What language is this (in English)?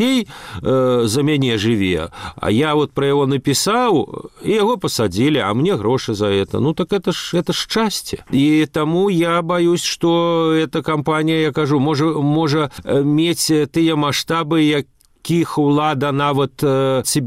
Belarusian